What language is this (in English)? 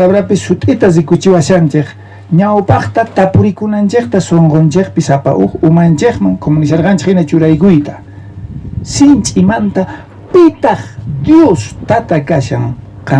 South Bolivian Quechua